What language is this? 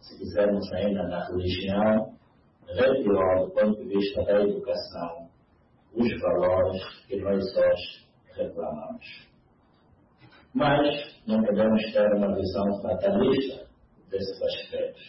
Portuguese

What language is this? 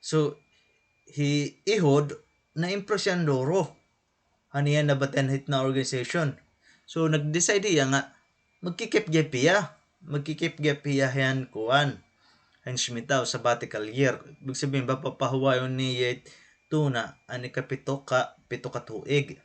Waray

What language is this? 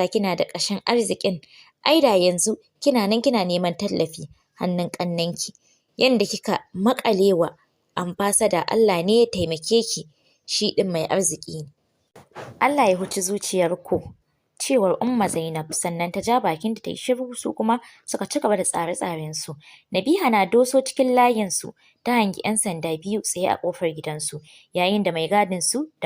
Hausa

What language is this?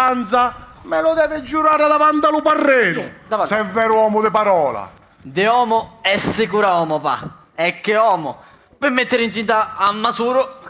Sicilian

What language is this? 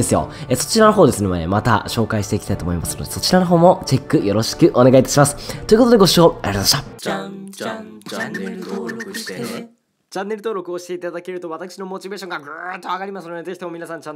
Japanese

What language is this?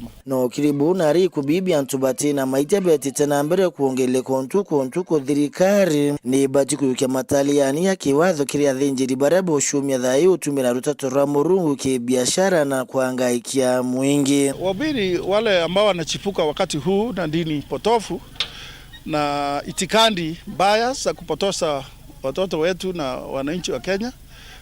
Meru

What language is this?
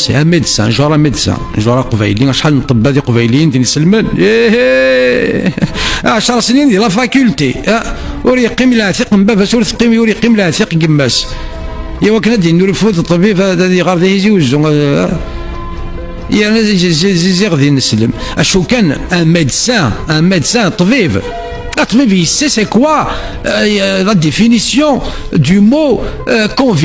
Kabyle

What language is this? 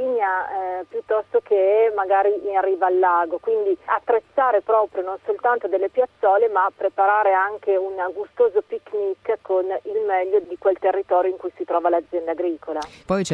Italian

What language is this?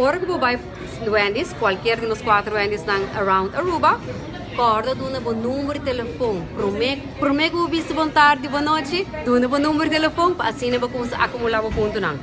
Papiamento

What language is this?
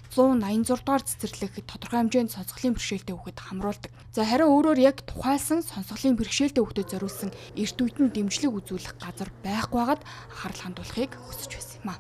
Mongolian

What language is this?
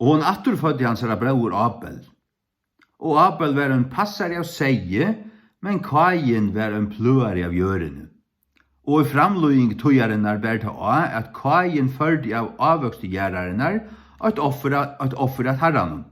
Faroese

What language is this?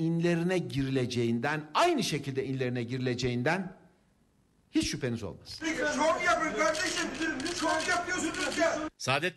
Turkish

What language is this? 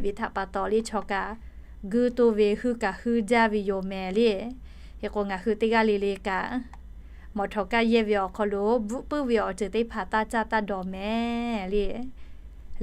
Lahu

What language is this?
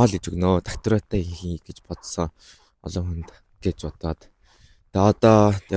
Mongolian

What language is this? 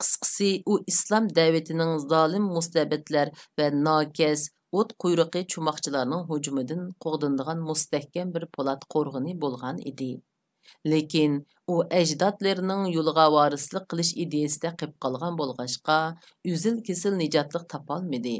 Uyghur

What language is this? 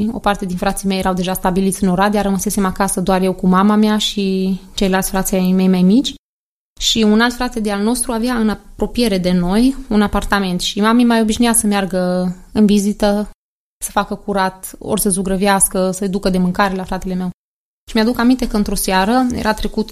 Romanian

